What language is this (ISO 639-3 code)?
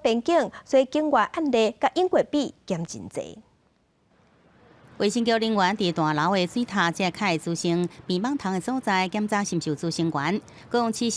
nan